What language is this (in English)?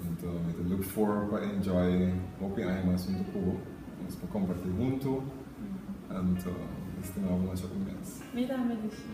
Papiamento